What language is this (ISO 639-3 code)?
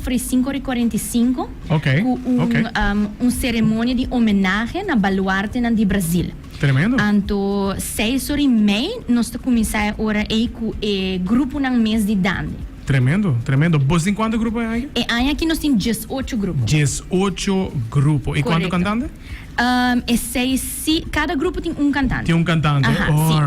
pap